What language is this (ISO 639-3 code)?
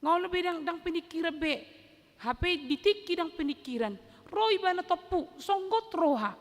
bbc